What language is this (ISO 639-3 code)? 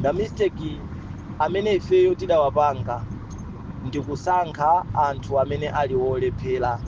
nya